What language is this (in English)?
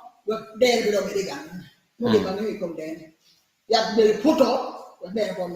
Acoli